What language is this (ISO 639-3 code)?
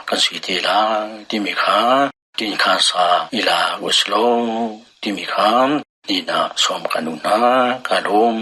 cnh